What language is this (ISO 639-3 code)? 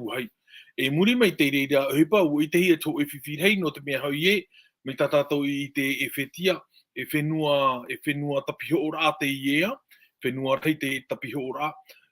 tah